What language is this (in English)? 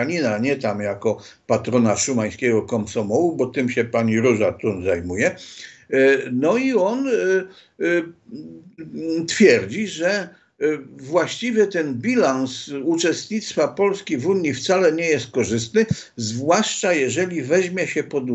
Polish